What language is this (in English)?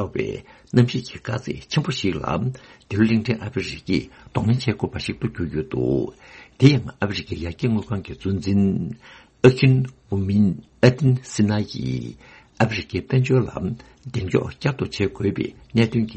Tibetan